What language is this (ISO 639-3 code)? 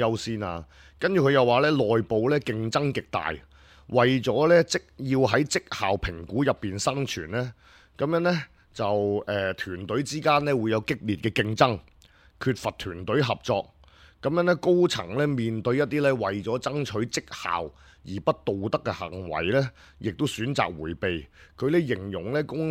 yue